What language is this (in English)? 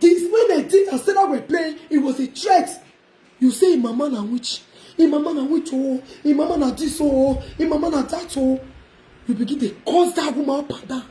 Nigerian Pidgin